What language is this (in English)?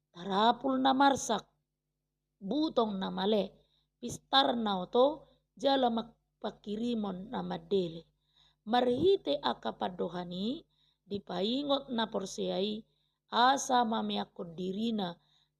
Batak Toba